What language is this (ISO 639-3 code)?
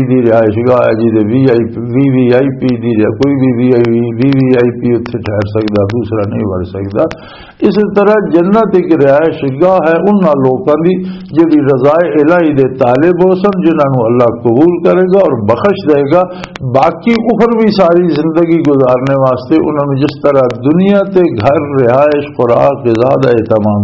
lah